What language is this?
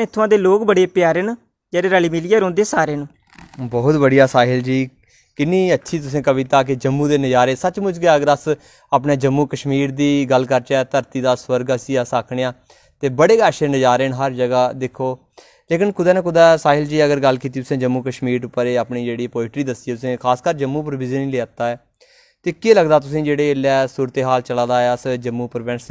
Dogri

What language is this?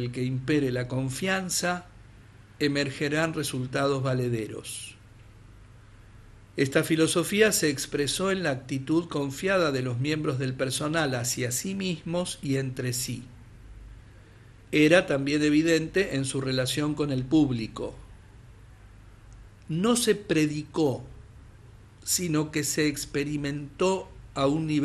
Spanish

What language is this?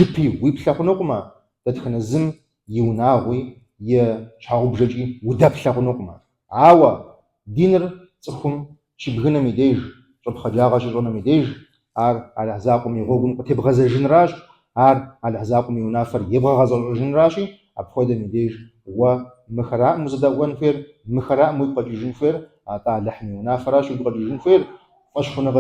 Kabardian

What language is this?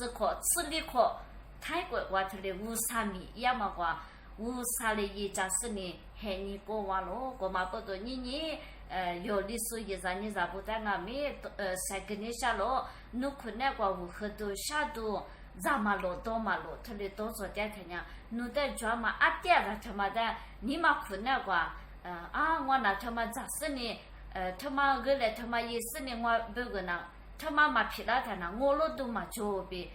Lisu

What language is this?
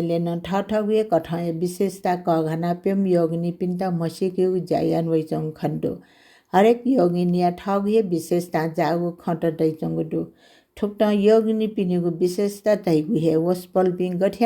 Newari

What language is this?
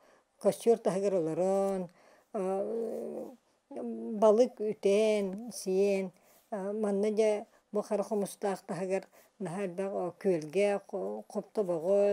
Yakut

